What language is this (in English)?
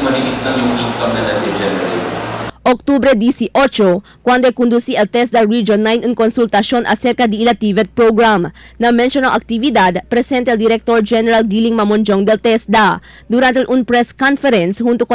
Chavacano